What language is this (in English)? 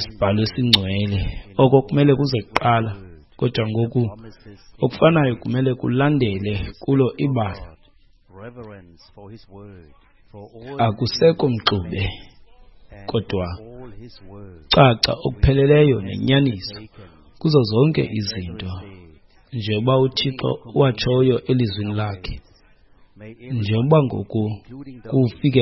Xhosa